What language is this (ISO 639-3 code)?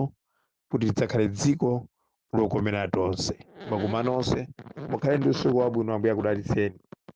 nya